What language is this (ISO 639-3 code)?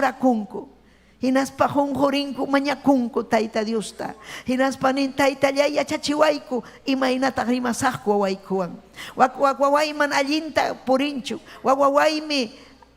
quy